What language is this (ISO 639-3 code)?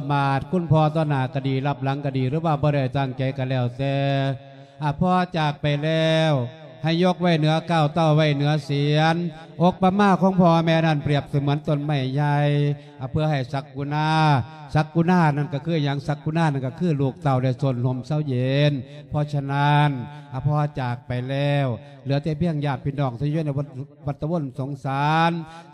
lao